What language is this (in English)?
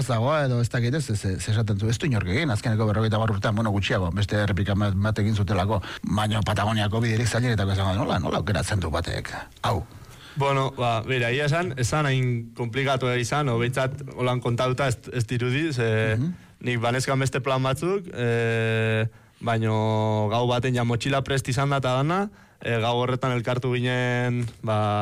Basque